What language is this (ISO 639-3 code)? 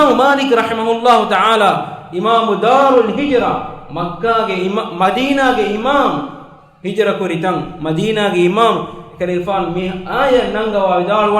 div